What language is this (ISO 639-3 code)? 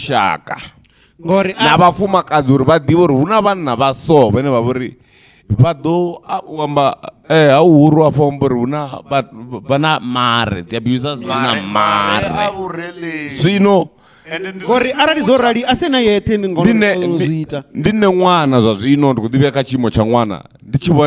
ven